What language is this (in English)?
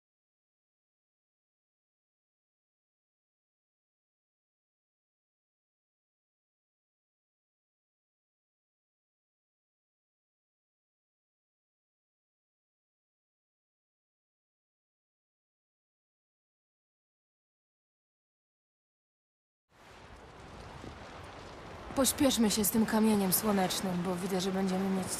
Polish